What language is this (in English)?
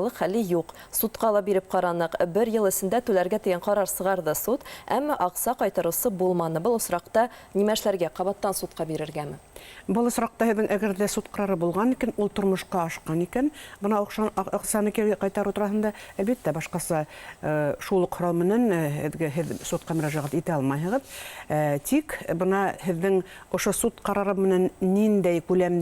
Bashkir